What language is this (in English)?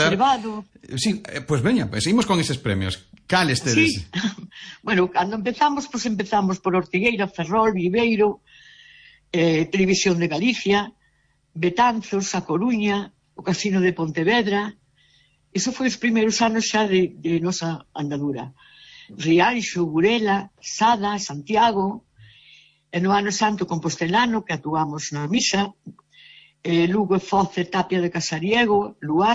Galician